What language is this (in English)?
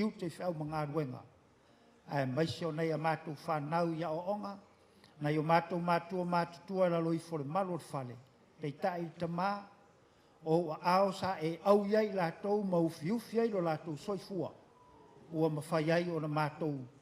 Samoan